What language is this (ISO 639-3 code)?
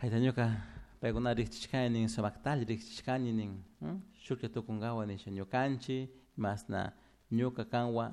qug